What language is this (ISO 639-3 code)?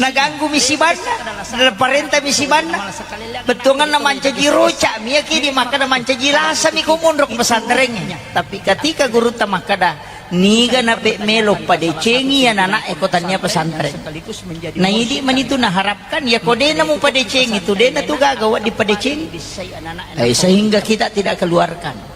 bug